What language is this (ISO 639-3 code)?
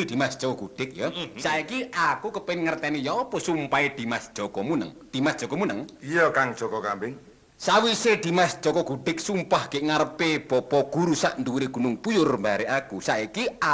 jav